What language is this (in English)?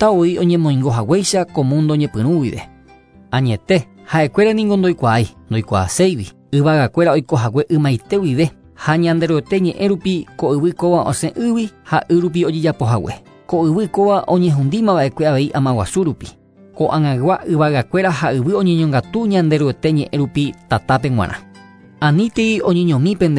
Guarani